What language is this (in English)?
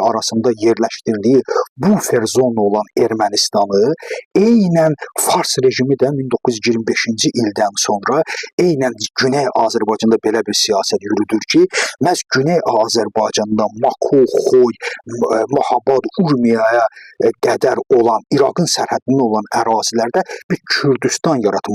Azerbaijani